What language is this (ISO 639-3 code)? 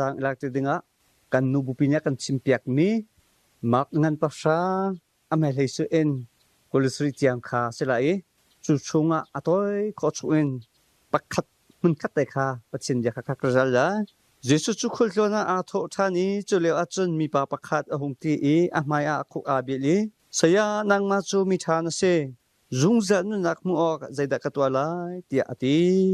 cnh